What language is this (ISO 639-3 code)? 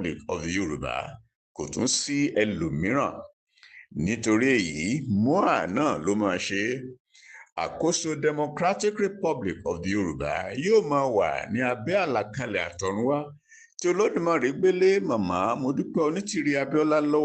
yor